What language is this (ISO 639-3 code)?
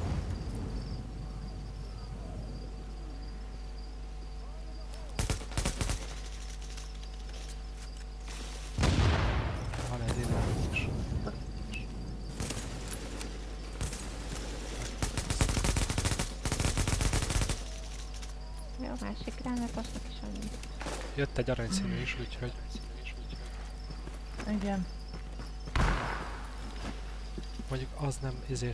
hun